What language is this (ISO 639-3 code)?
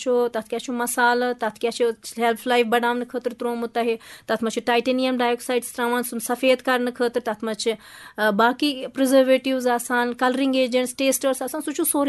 kas